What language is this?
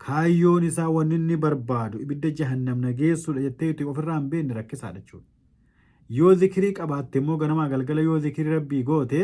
Oromo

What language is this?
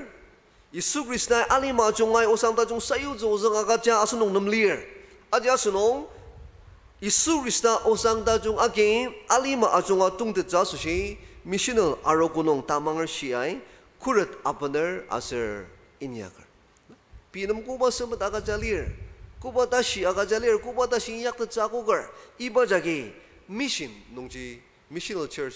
Ao Naga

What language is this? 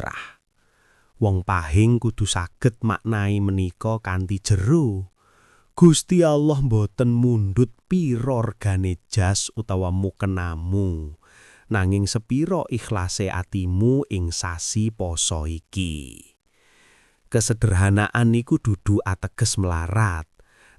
Javanese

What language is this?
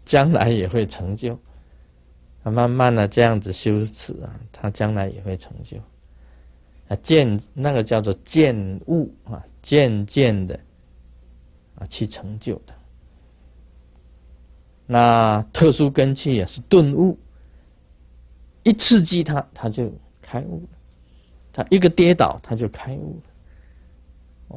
Chinese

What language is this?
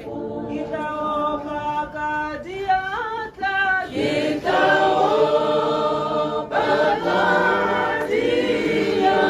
Tswana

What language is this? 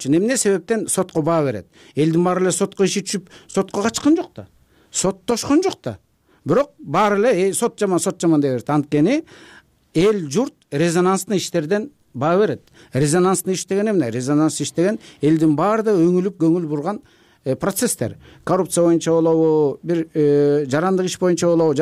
Kyrgyz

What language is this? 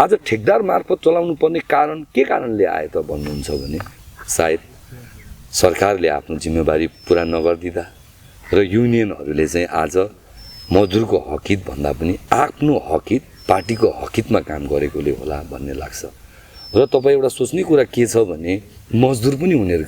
Nepali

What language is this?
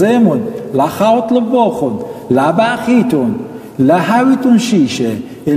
Assyrian Neo-Aramaic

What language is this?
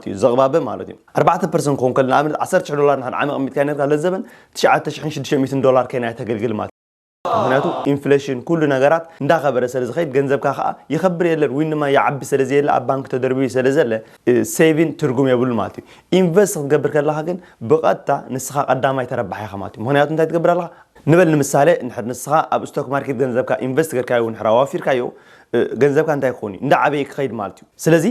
Tigrinya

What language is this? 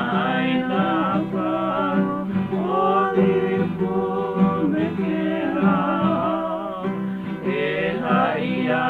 Hawaiian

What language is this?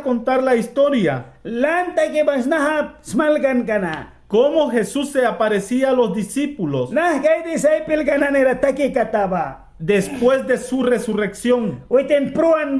Mískito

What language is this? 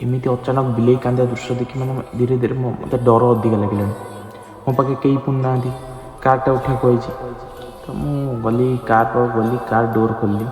Odia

